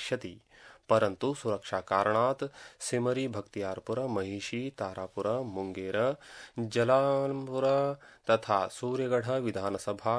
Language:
Sanskrit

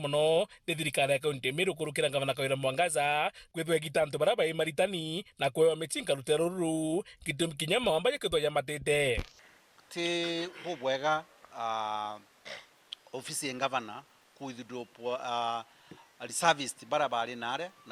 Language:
Meru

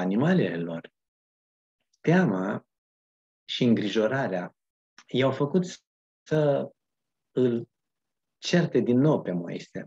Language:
Romanian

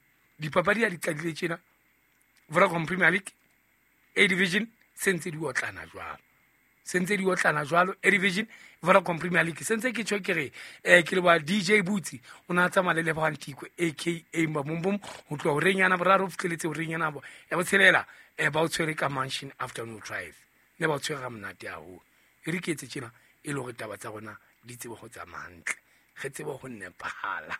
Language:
Southern Sotho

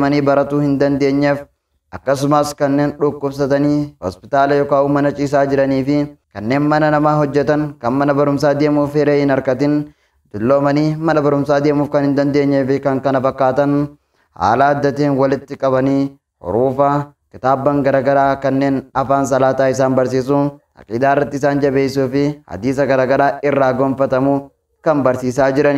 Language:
Oromo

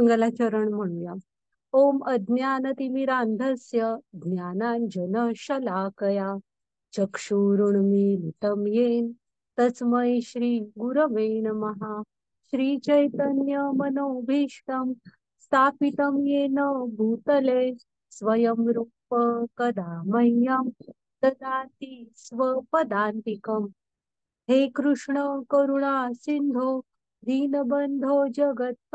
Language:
Marathi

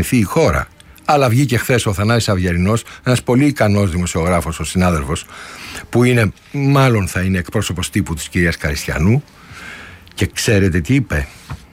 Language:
Greek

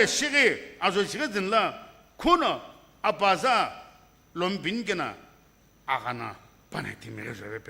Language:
Sumi Naga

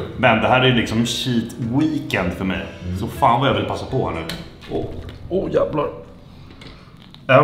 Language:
Swedish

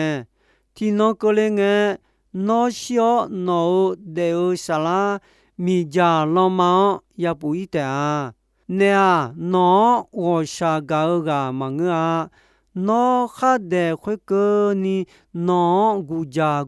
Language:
Akha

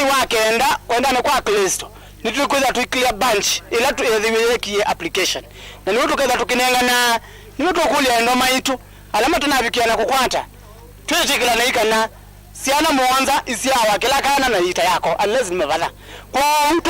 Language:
Kamba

